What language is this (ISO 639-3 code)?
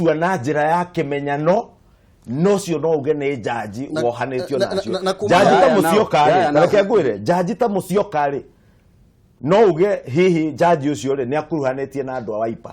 kik